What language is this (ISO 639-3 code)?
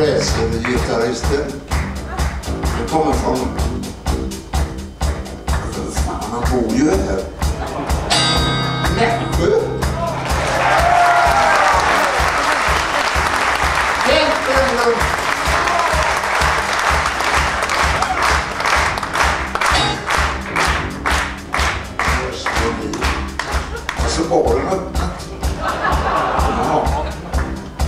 swe